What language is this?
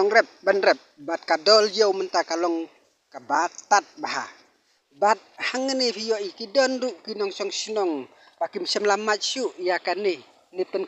Khasi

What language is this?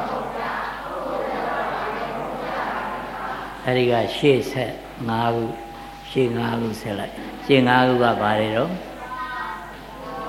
Burmese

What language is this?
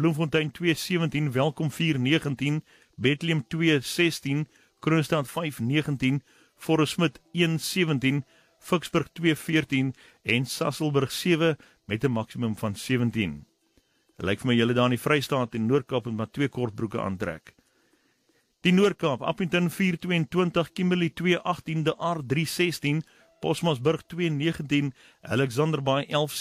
Afrikaans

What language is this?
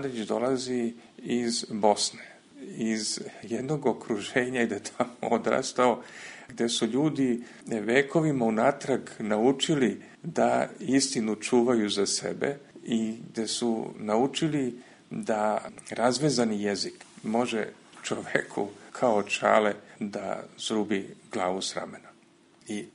Serbian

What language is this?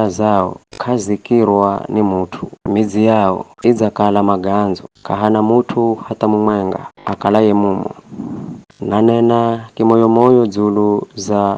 Giryama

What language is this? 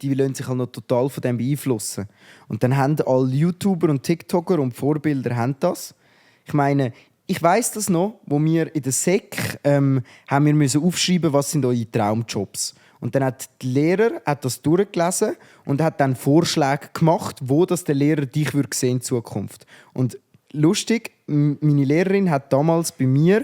Swiss German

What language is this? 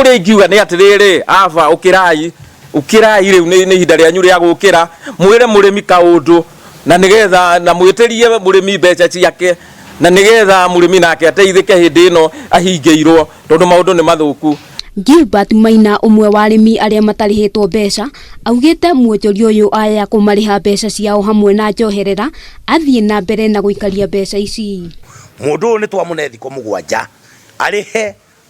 Kikuyu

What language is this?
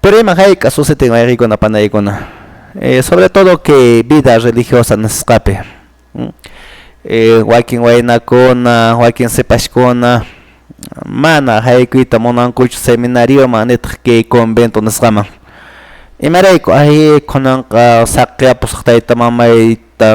Quechua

